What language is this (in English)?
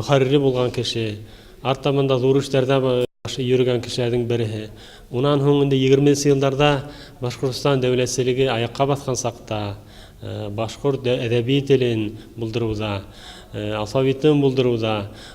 Bashkir